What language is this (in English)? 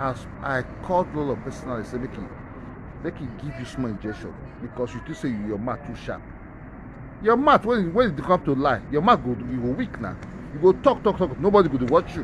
Nigerian Pidgin